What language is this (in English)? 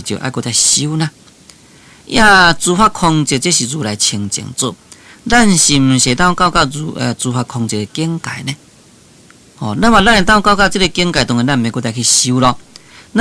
Min Nan Chinese